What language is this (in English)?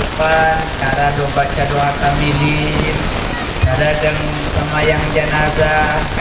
Achinese